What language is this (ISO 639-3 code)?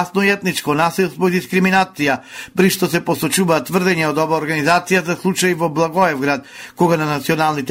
mkd